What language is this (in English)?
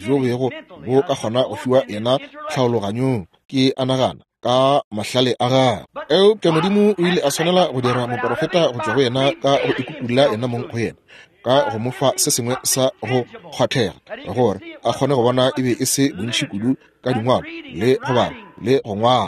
Northern Sotho